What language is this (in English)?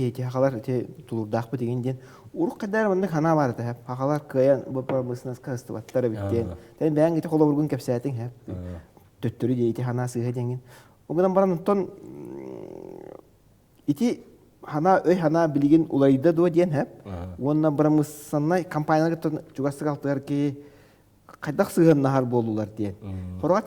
Yakut